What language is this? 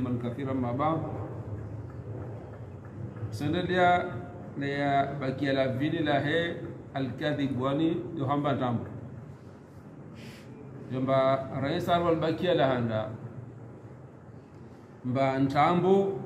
Swahili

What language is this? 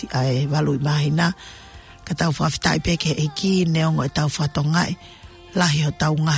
Tongan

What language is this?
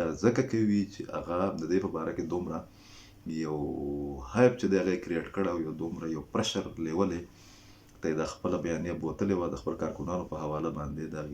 Pashto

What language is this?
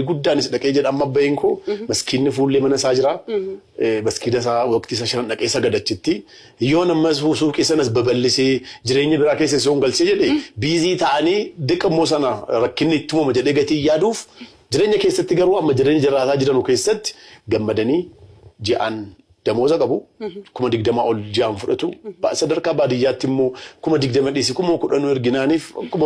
Oromo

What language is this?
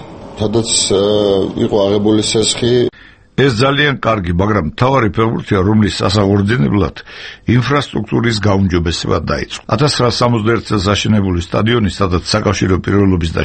Georgian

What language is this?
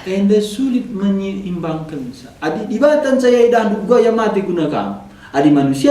Batak Karo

